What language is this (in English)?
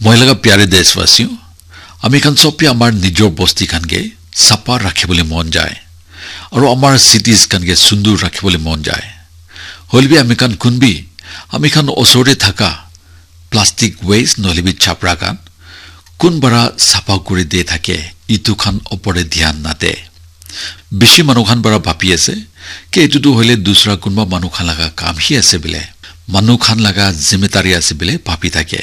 Naga Pidgin